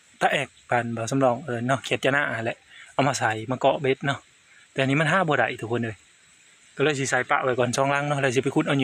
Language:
Northeastern Thai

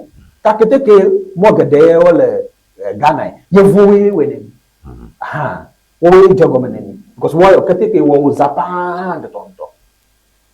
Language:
Ewe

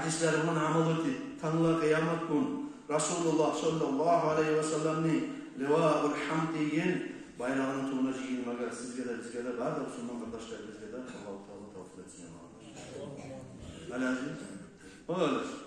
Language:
Kumyk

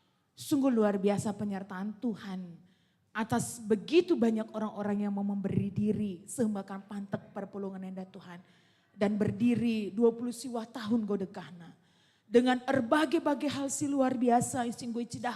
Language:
Batak Karo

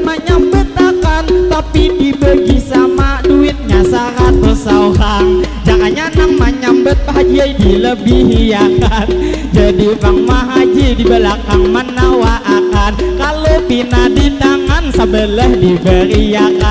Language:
Banjar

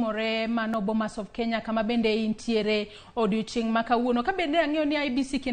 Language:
Luo (Kenya and Tanzania)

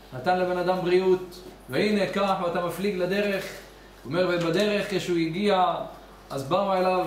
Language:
Hebrew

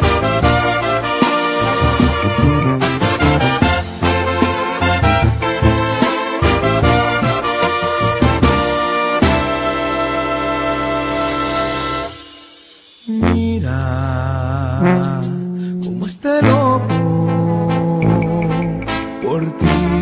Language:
Spanish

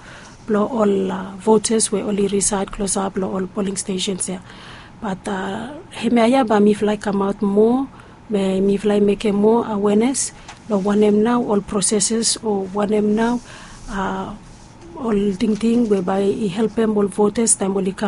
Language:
Bislama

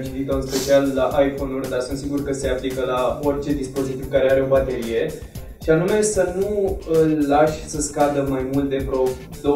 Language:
Romanian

